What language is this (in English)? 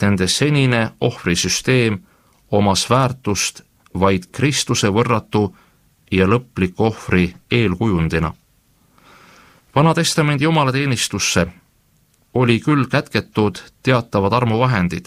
Estonian